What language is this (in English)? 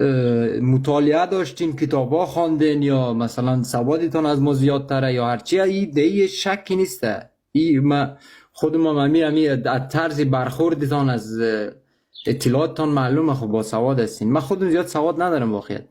Persian